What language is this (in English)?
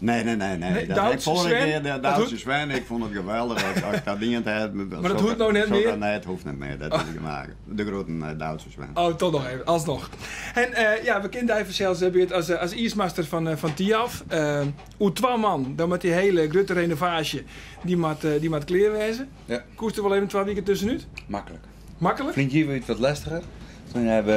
Western Frisian